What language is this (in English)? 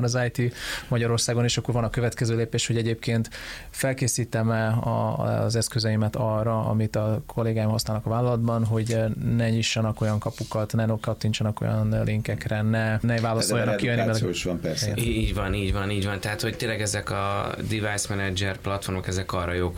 Hungarian